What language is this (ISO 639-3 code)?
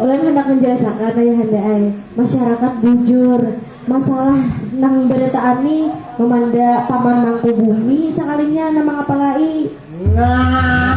bjn